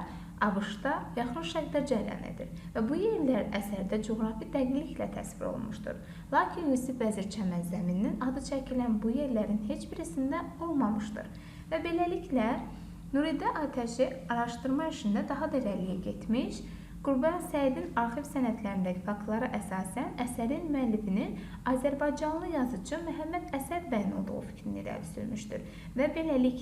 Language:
Azerbaijani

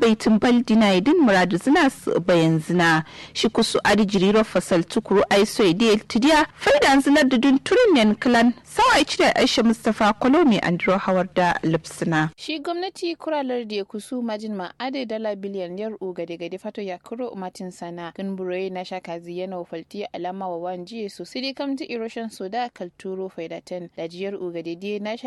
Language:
Kanuri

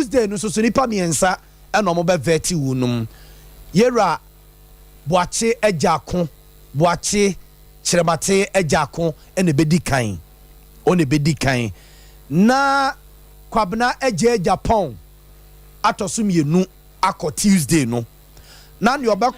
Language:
Akan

